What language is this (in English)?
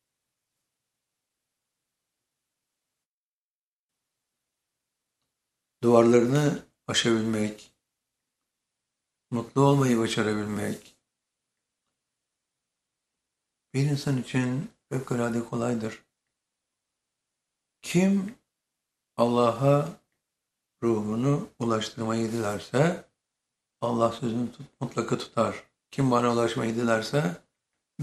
Turkish